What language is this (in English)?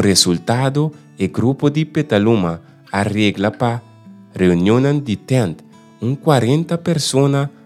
Papiamento